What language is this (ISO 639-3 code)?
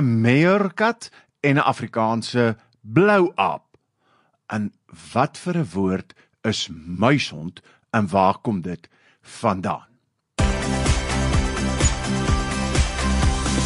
afr